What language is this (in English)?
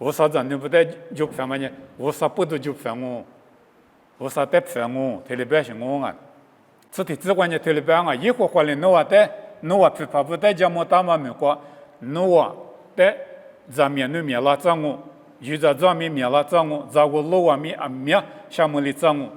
Lisu